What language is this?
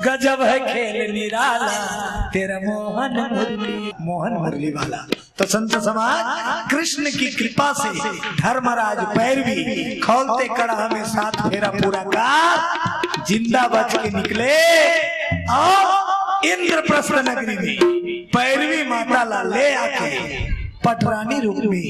Chhattisgarhi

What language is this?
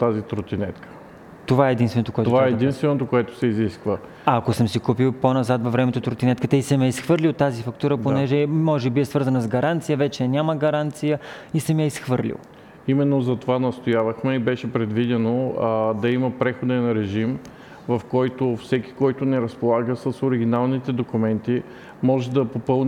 Bulgarian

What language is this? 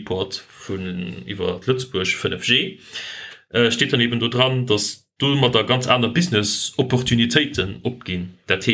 Luxembourgish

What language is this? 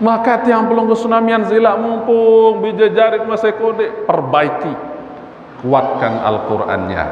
Sasak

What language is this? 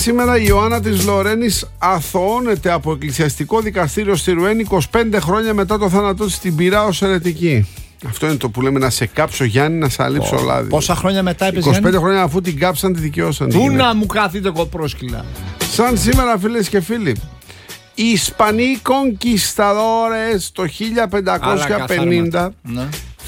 Greek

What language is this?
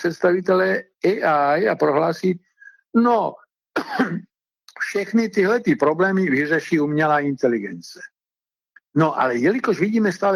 Czech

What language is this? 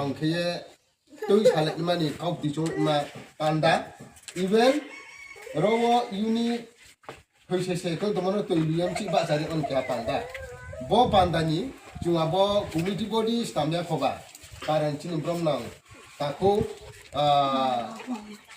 Riang (India)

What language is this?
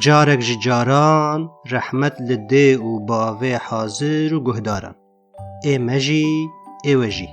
Kurdish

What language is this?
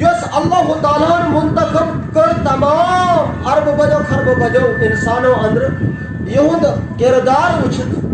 Kashmiri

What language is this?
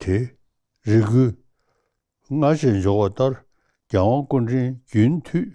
Tibetan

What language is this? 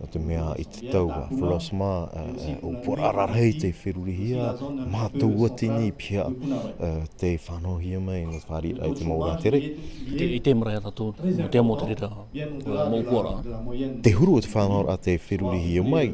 Tahitian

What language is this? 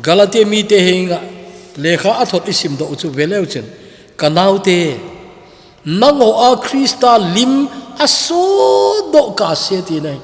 Thado Chin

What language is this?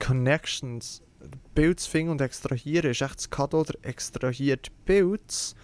Swiss German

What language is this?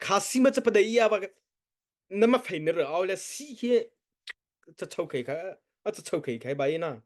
Mara Chin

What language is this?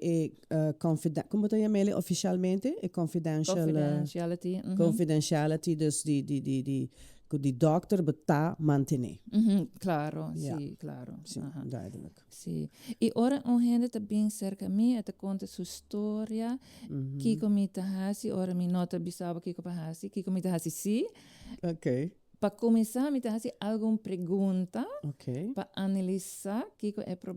Papiamento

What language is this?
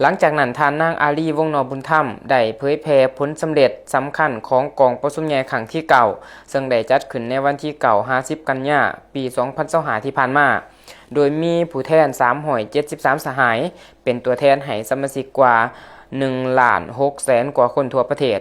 Lao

